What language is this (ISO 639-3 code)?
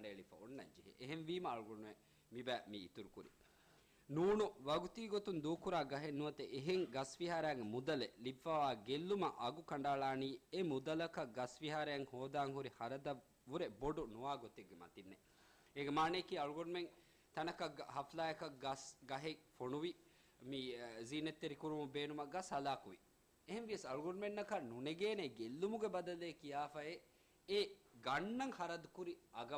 div